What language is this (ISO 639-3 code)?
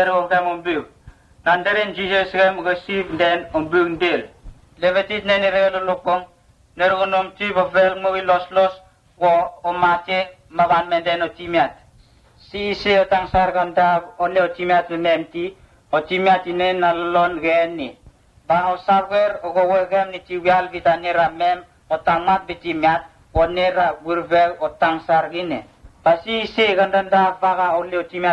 msn